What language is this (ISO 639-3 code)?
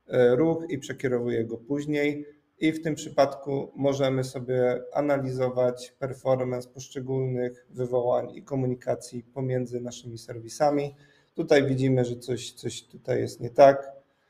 pol